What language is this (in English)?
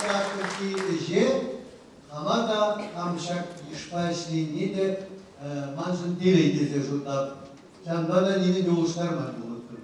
Chuvash